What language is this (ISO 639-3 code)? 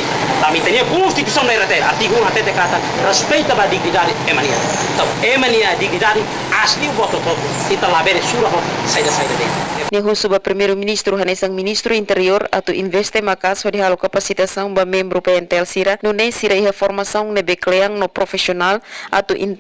tet